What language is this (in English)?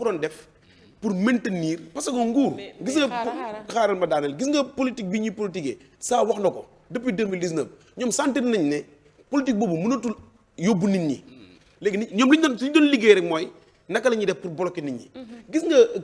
Wolof